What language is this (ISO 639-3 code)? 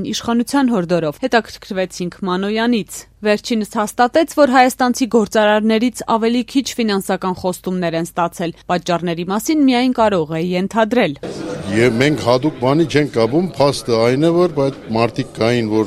hye